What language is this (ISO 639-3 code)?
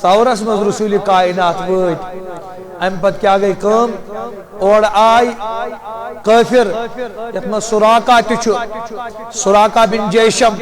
kas